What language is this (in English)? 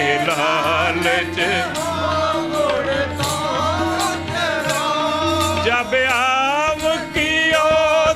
Punjabi